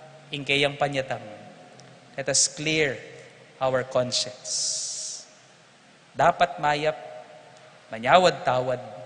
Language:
Pampanga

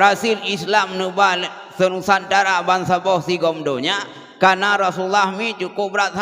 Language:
Achinese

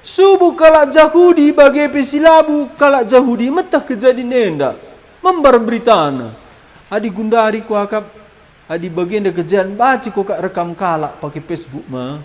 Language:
Batak Karo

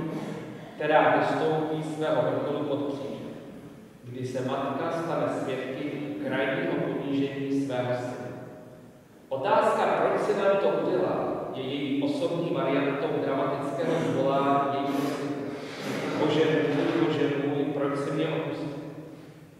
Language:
Czech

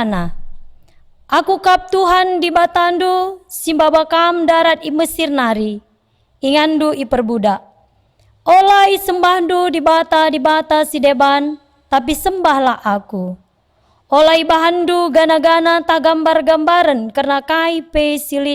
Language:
Batak Karo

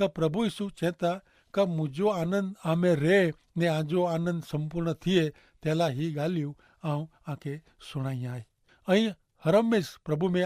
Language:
Kachhi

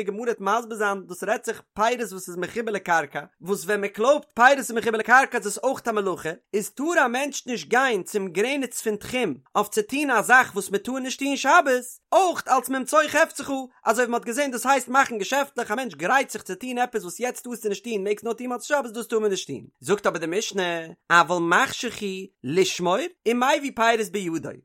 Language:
Yiddish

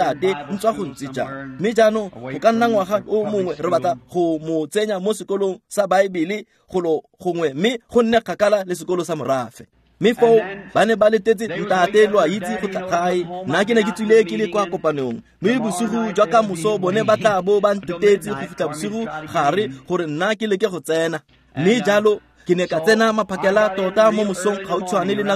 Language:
Tswana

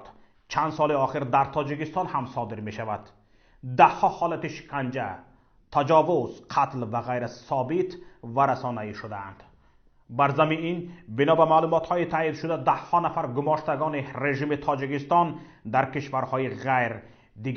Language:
Tajik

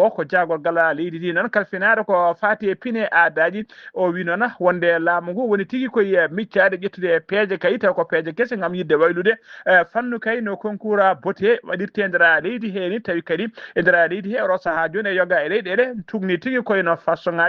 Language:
Fula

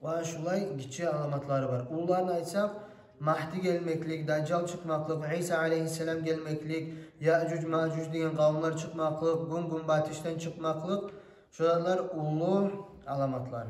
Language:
Kumyk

